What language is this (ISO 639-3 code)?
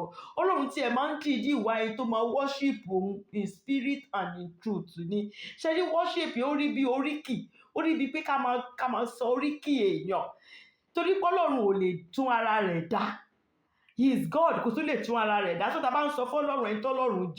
yor